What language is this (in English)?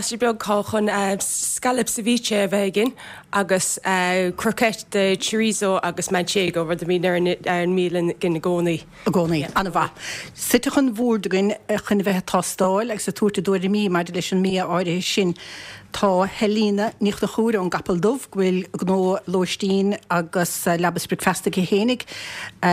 Irish